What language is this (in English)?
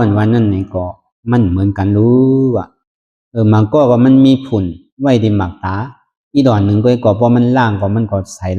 Shan